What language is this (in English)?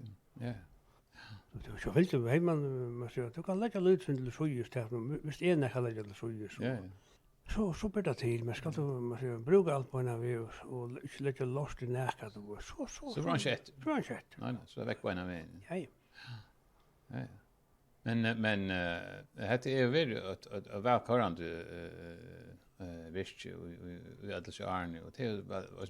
Faroese